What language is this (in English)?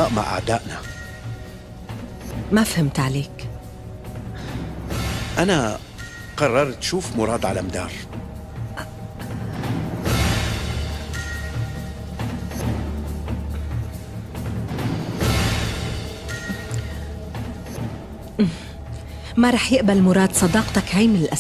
North Levantine Arabic